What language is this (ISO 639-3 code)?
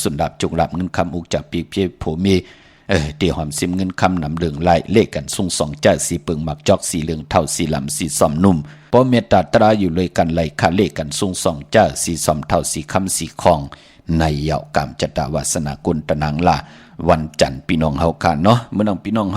shn